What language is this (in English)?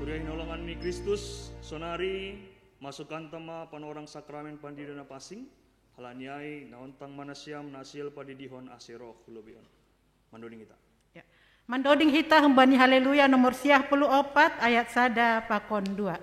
Batak Simalungun